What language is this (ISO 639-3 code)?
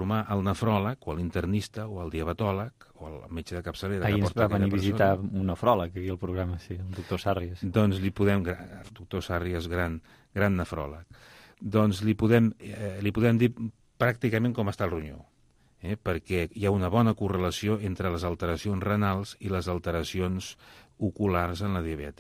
cat